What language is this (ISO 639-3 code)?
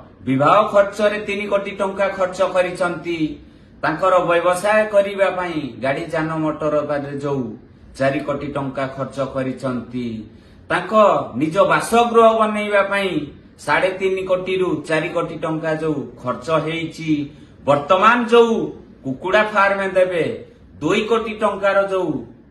ori